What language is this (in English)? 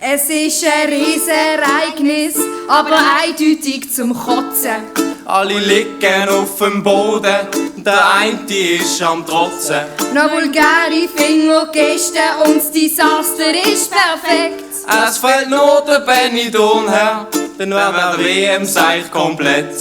Swiss German